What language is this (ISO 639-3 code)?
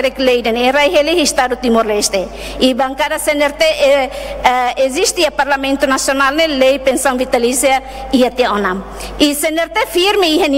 tet